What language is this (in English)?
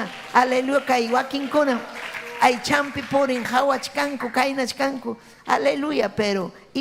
Ayacucho Quechua